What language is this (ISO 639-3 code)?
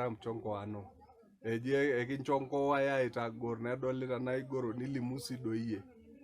mas